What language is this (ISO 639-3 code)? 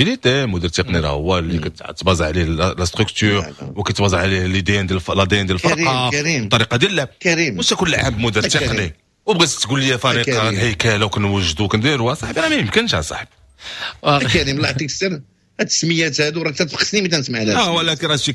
ary